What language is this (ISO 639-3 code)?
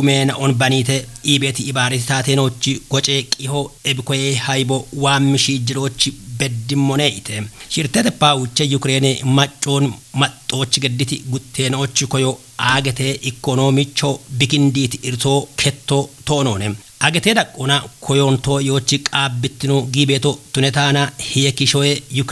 kbr